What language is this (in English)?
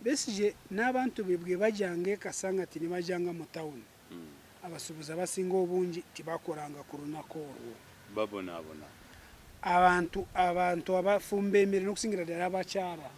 Ganda